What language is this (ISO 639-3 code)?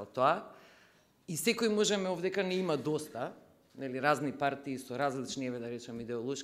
mkd